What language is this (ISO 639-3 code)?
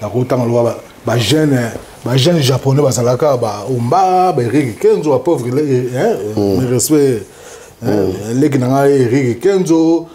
lin